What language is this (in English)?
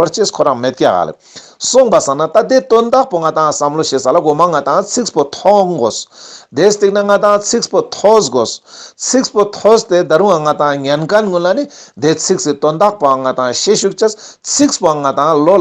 Ladakhi